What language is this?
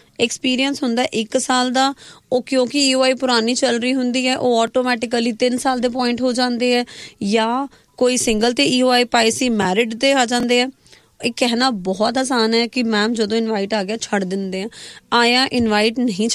Punjabi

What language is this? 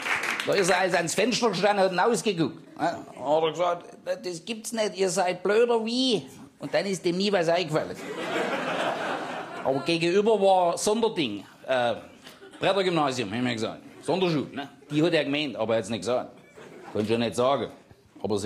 German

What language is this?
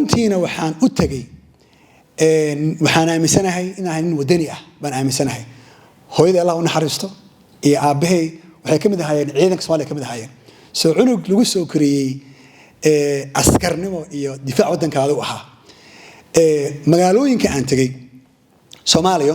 Somali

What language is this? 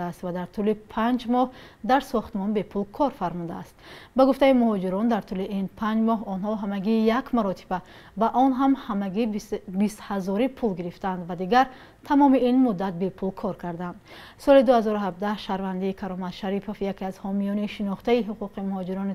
Tajik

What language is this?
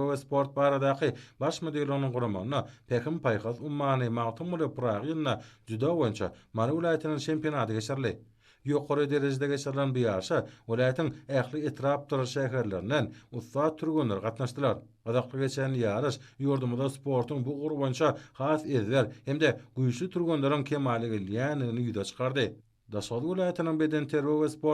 Turkmen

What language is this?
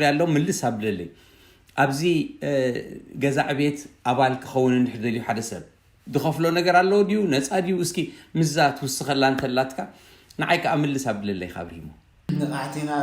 Tigrinya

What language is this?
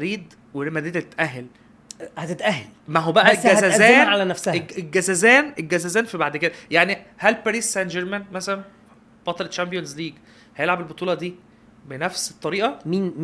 Egyptian Arabic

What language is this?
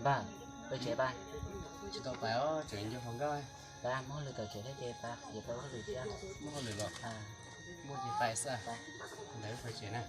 Hmong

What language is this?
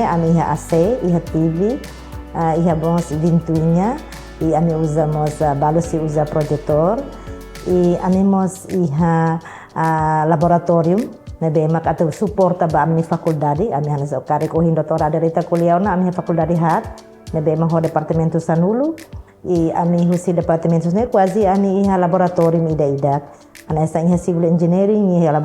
Tetum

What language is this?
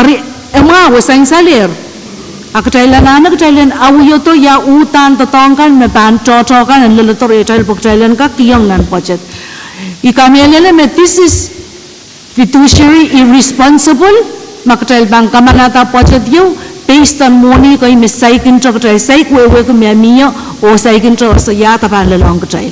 Pohnpeian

